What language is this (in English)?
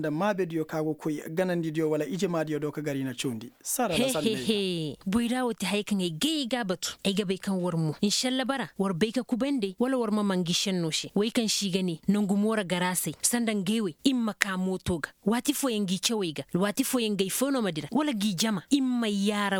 Koyraboro Senni